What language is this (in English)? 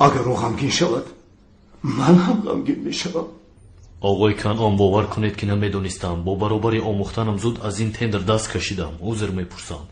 Tajik